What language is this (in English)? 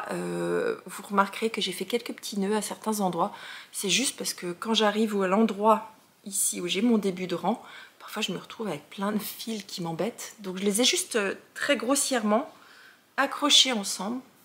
French